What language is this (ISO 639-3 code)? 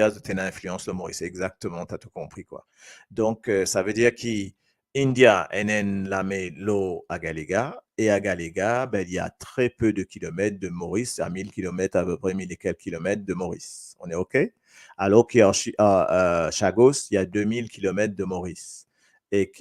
mfe